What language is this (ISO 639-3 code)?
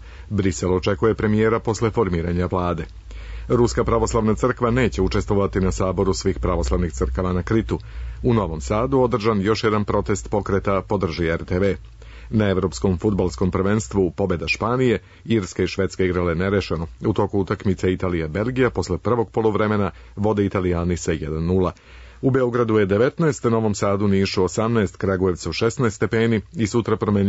srp